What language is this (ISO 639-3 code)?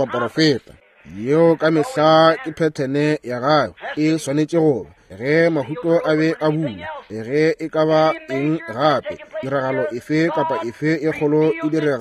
nso